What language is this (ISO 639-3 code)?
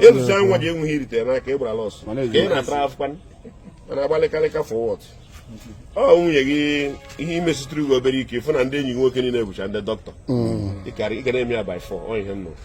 ibo